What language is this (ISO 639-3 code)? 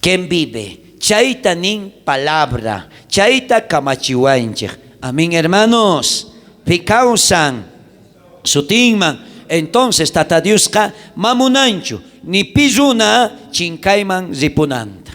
quh